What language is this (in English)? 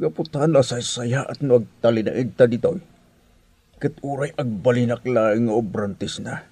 Iloko